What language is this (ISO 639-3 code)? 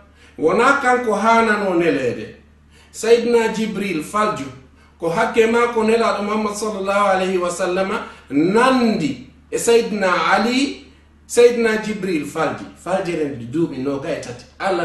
ful